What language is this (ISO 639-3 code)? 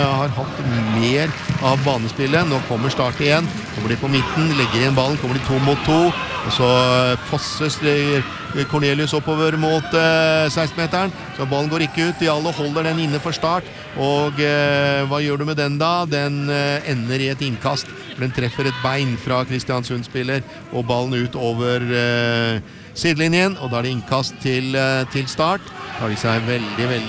nor